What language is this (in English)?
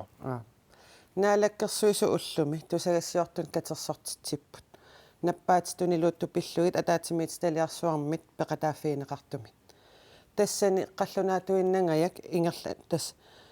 Kalaallisut